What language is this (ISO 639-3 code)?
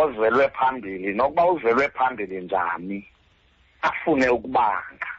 xho